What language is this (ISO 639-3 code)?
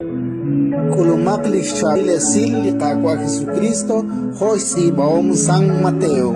kek